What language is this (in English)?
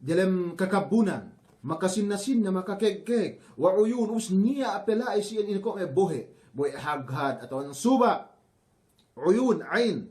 Yakan